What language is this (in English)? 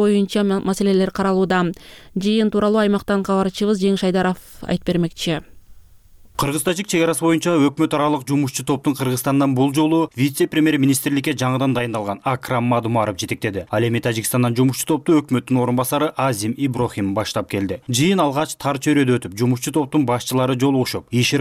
Kyrgyz